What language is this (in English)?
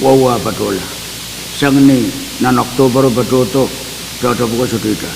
Pohnpeian